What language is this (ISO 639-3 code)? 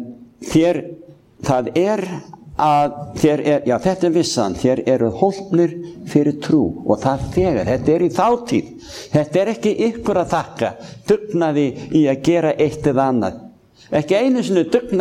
isl